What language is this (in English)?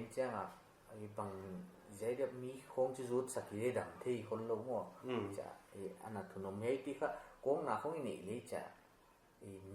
Paite Chin